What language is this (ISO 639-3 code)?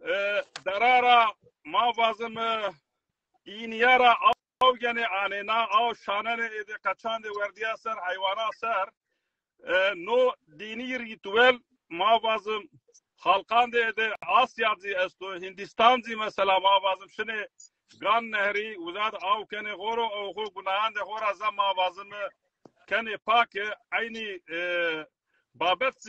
zza